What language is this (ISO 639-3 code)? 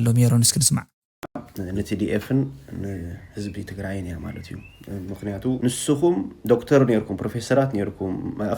tir